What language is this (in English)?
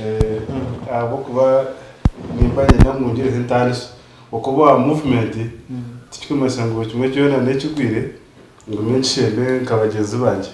Nyankole